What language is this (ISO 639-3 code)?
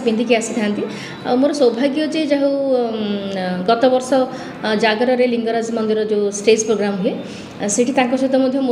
ori